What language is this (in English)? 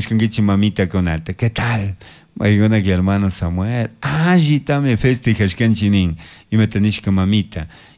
Chimborazo Highland Quichua